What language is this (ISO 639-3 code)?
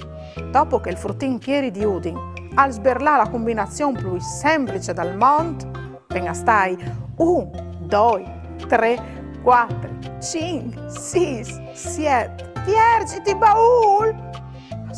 fur